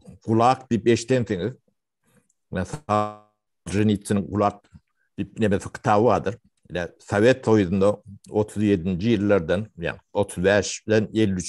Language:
Turkmen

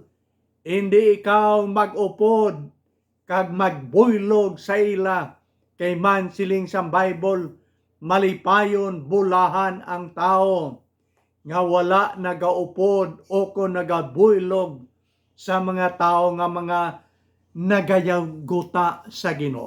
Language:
Hiligaynon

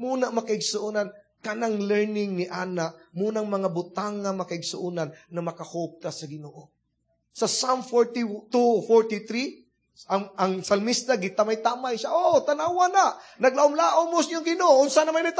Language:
Cebuano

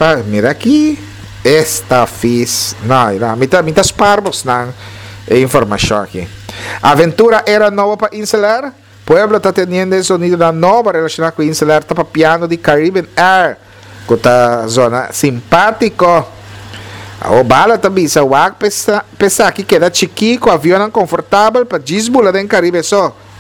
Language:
Papiamento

